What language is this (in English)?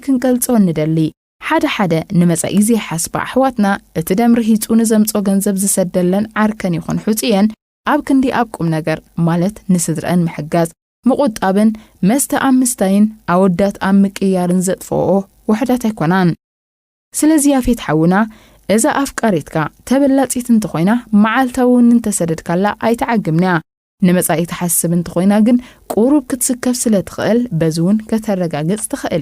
Tigrinya